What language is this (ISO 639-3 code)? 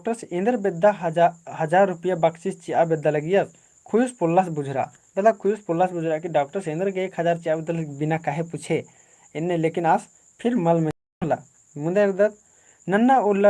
kru